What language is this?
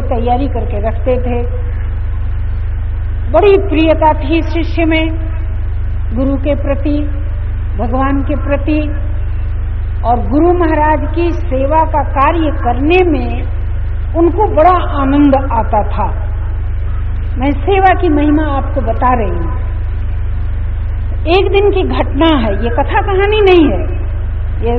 Hindi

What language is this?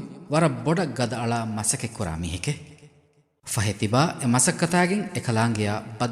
Divehi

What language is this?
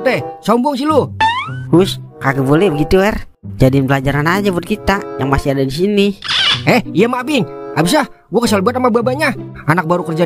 Betawi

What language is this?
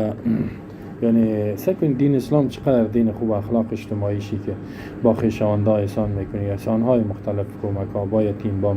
Persian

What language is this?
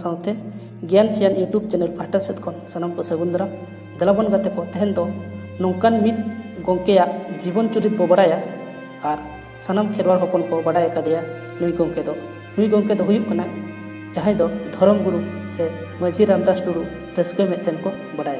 Santali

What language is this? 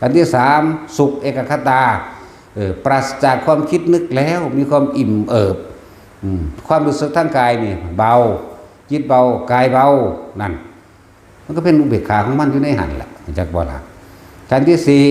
Northeastern Thai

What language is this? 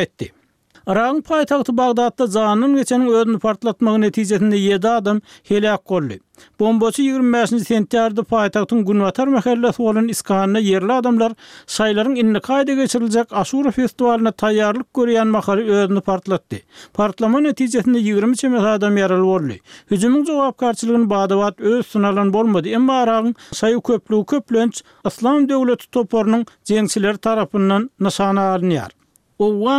Turkmen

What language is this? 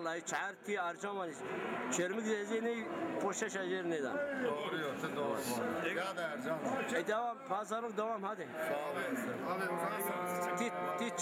Zaza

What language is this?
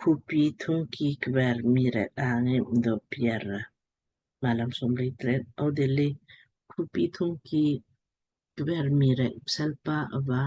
Lamkang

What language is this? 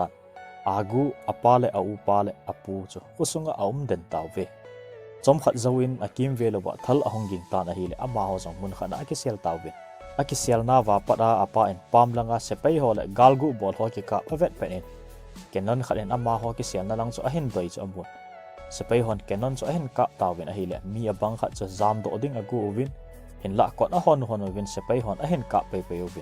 Thado Chin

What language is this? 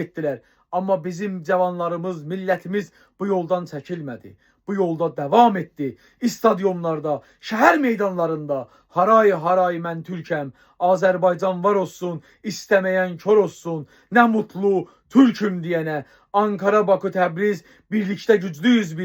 South Azerbaijani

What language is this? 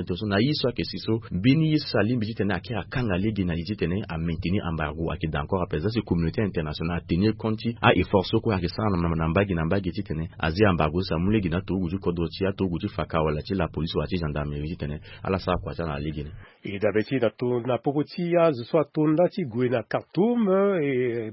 Sango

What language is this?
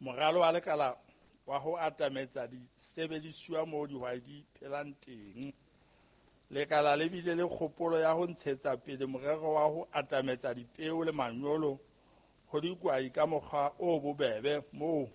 Southern Sotho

